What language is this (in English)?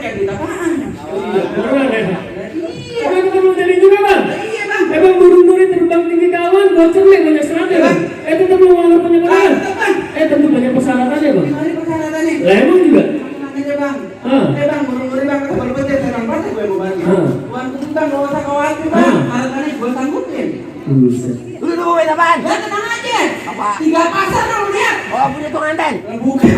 Betawi